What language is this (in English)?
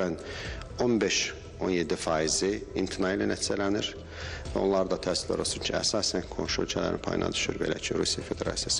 Azerbaijani